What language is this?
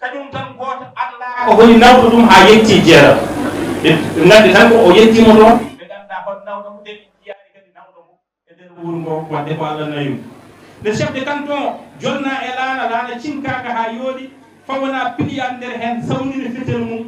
Fula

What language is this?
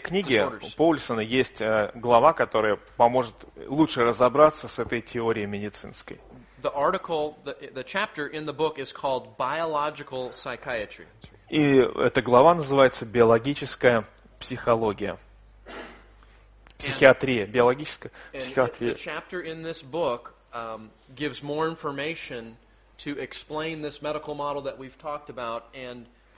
Russian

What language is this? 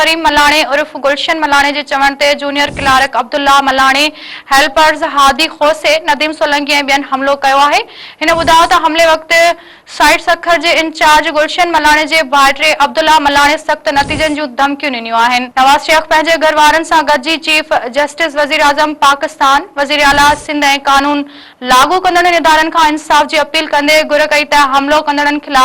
Sindhi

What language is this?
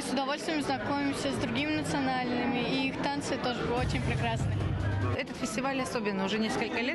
Russian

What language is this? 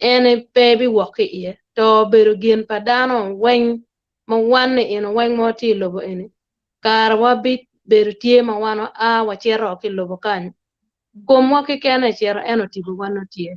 Acoli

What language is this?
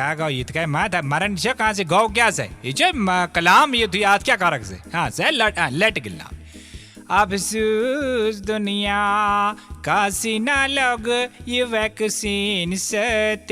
Kashmiri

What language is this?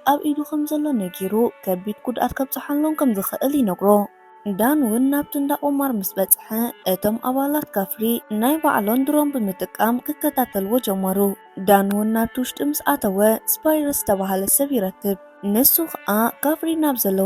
Tigrinya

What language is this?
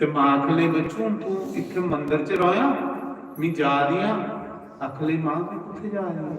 Dogri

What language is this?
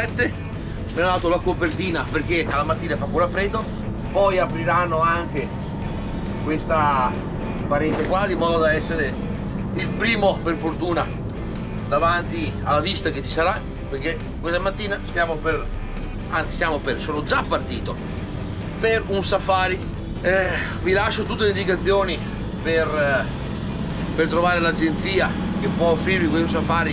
Italian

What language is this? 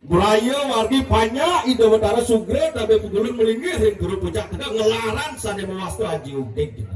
Balinese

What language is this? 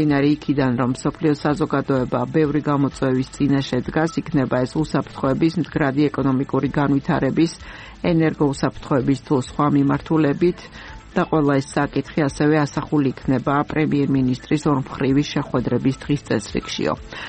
Georgian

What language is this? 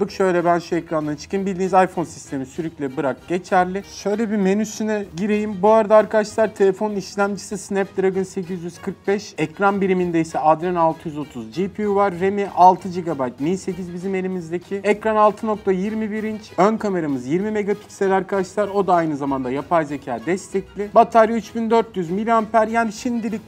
Turkish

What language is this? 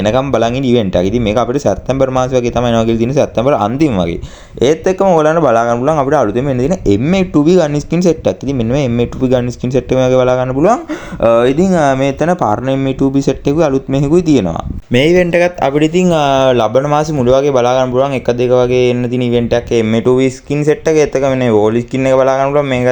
Sinhala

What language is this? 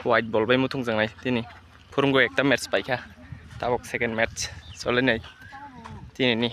Kok Borok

